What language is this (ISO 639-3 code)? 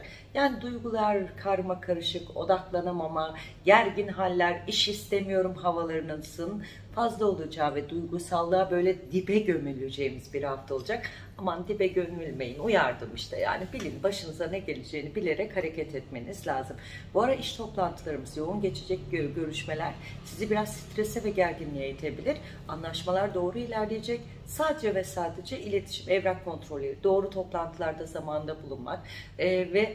tur